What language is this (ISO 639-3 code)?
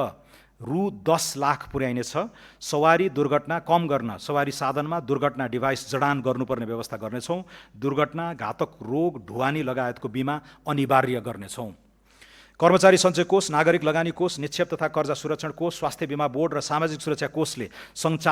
nep